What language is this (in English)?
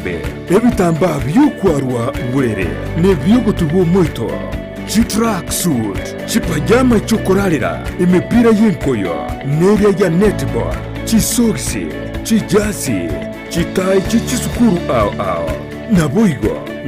Gusii